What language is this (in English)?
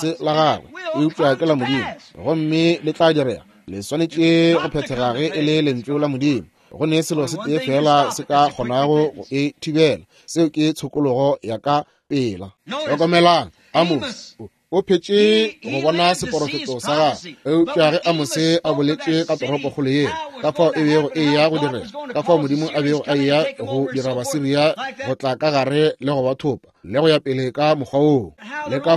Northern Sotho